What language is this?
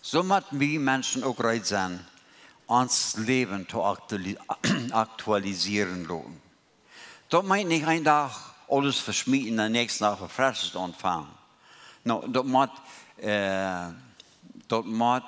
Plautdietsch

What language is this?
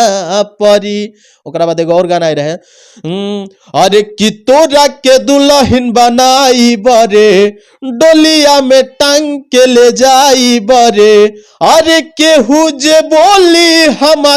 Bhojpuri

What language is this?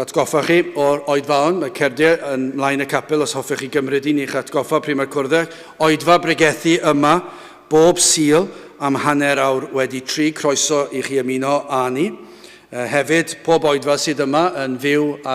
Welsh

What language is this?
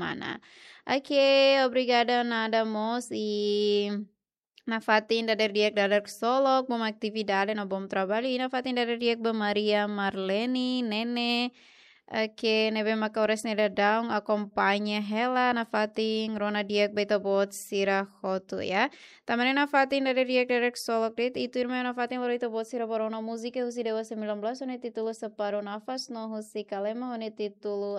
Tetum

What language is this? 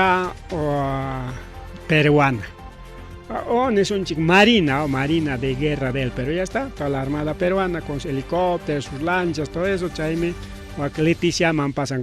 Ayacucho Quechua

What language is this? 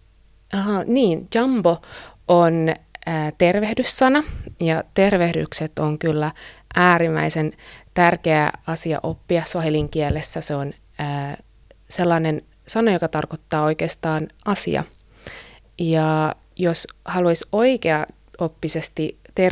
Finnish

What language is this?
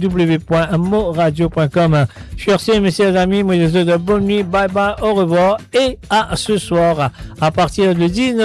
Morisyen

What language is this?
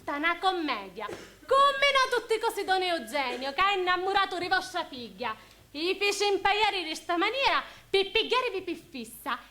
Sicilian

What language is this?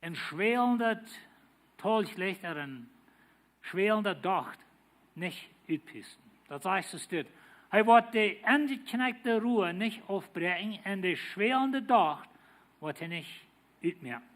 Plautdietsch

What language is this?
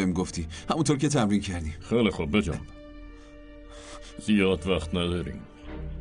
Persian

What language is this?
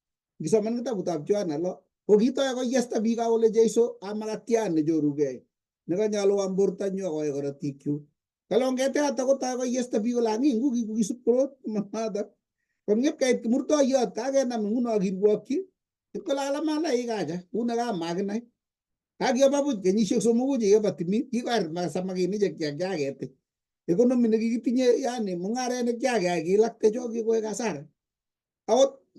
Kalenjin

